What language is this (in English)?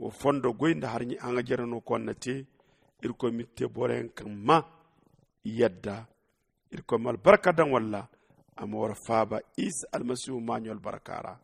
Zarma